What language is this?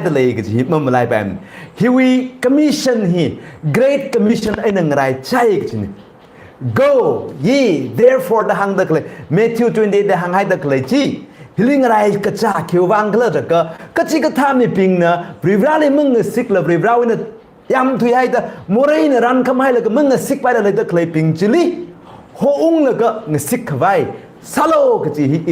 Tangkhul Naga (India)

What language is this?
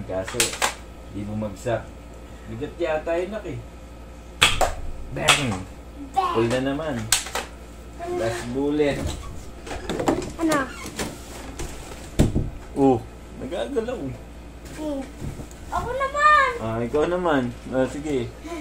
Filipino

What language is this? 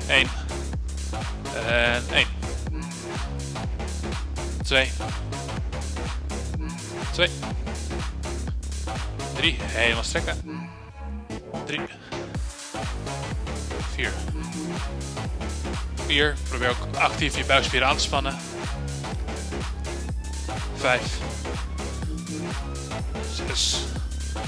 Dutch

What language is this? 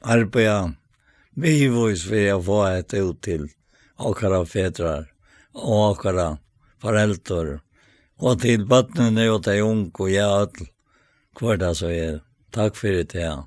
Faroese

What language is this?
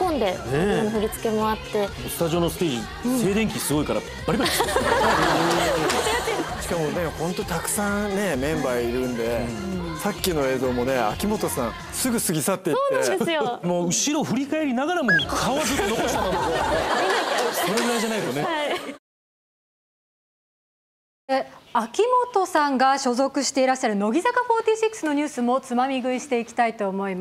Japanese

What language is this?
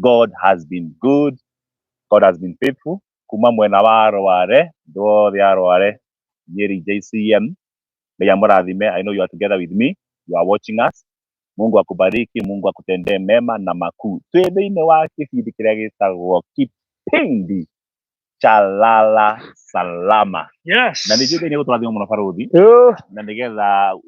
Kikuyu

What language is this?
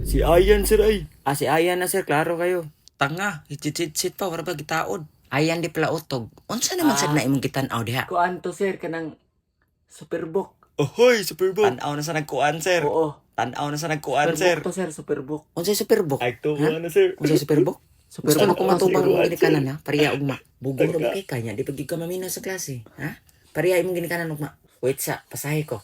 Cebuano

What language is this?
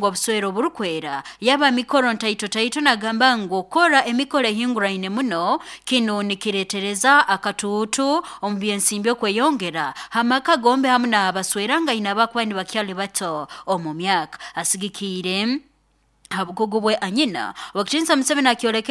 Nyankole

